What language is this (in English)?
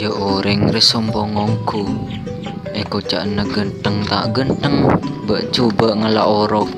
Madurese